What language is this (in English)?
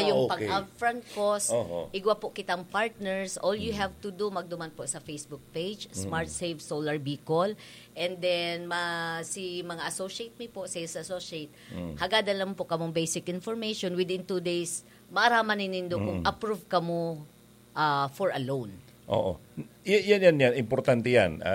Bikol